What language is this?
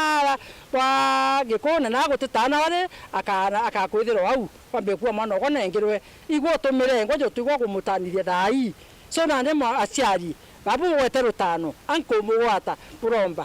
Meru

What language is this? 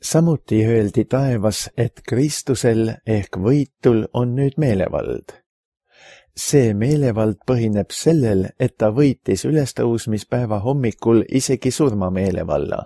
Estonian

